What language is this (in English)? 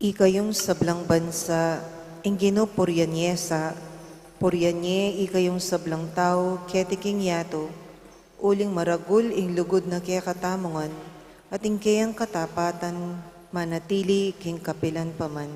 Pampanga